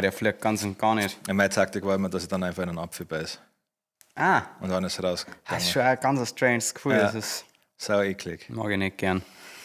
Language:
Bavarian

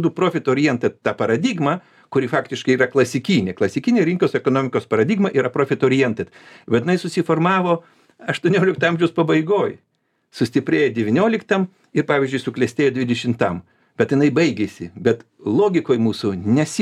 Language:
Lithuanian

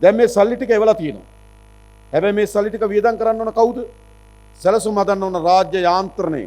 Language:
Sinhala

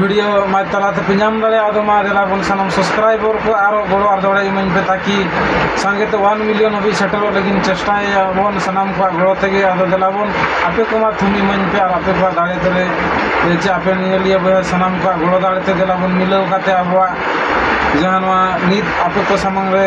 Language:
Santali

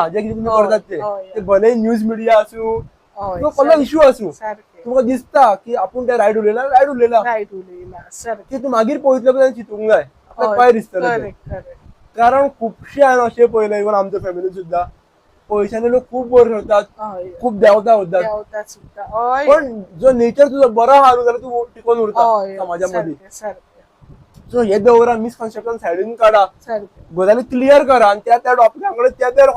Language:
Konkani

